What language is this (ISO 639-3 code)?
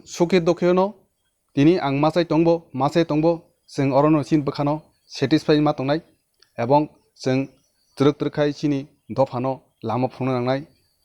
trp